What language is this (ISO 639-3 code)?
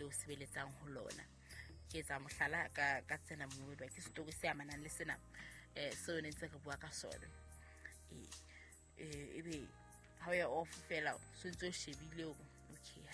sot